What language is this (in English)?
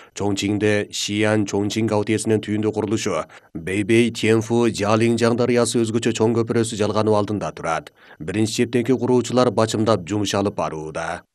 Kyrgyz